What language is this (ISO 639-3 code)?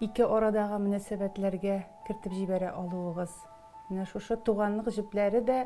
tat